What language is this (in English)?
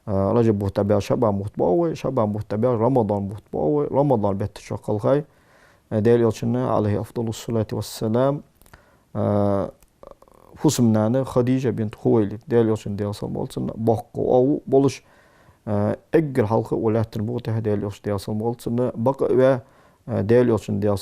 Ingush